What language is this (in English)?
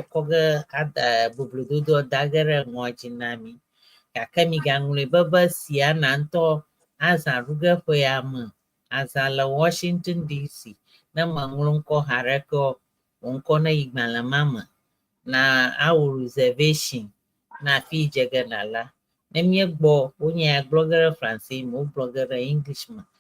Ewe